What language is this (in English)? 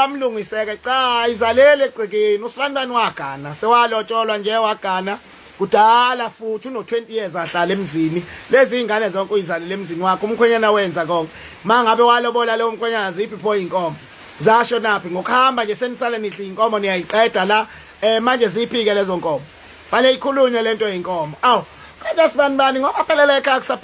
Zulu